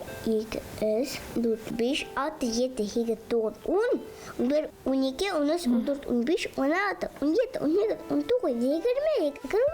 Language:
Bashkir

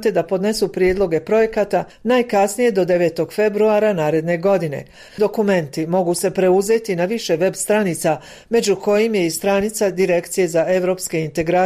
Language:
Bosnian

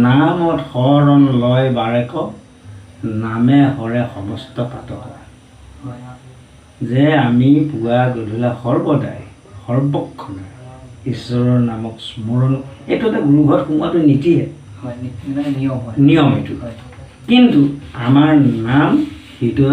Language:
Assamese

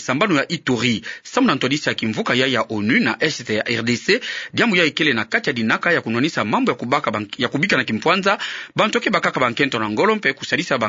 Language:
Kituba (Democratic Republic of Congo)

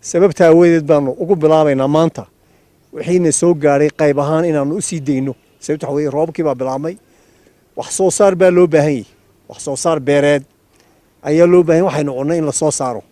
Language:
Somali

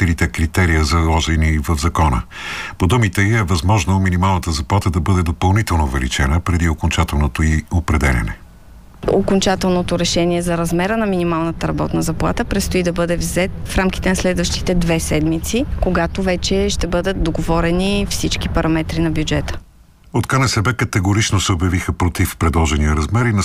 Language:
Bulgarian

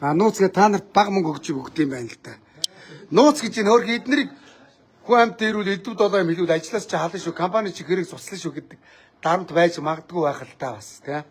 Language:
Mongolian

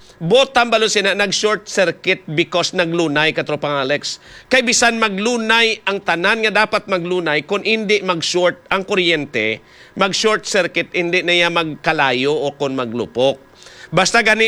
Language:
Hiligaynon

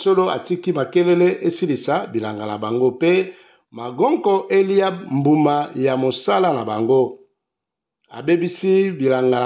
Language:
Lingala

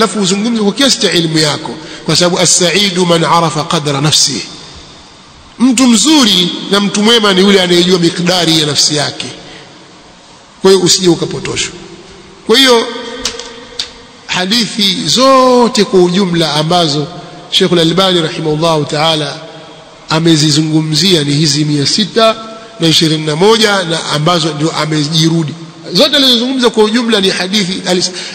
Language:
Swahili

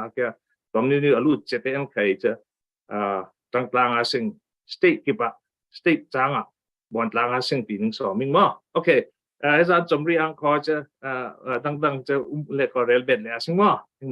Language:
Falam Chin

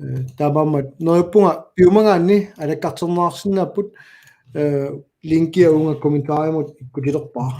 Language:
Kalaallisut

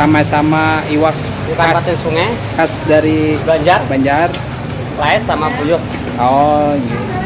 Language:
Banjar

